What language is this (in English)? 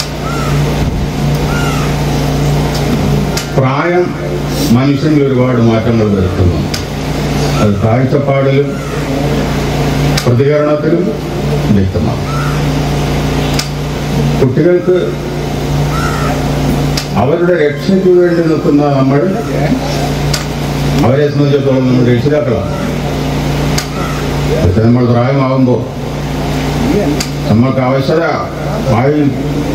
Malayalam